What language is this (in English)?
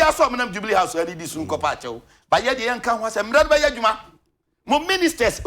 Akan